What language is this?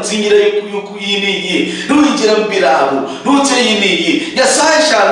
Luyia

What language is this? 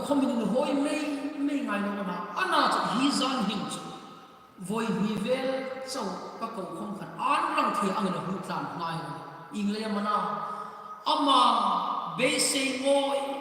Hmar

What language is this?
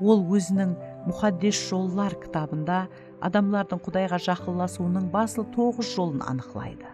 Kara-Kalpak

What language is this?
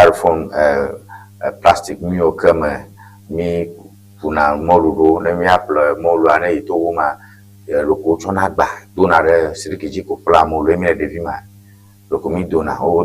Ewe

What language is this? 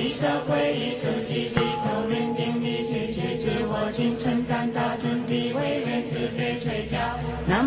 Chinese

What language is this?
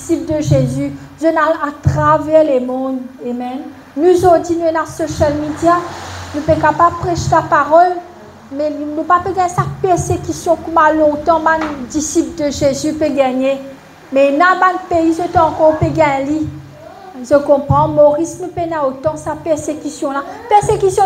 Morisyen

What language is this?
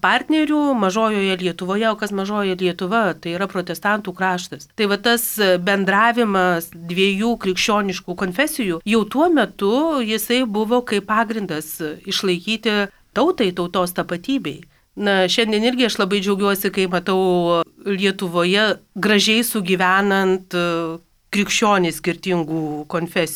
Lithuanian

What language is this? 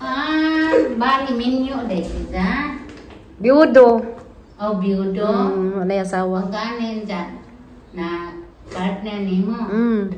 Cebuano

